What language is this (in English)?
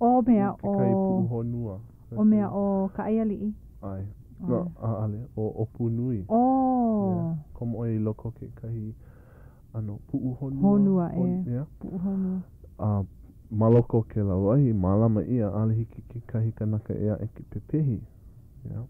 Hawaiian